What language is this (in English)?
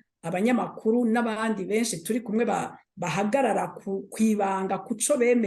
Rundi